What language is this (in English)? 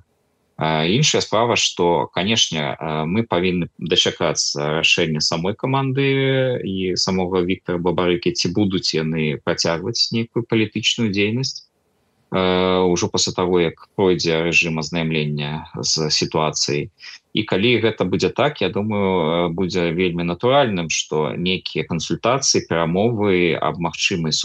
Belarusian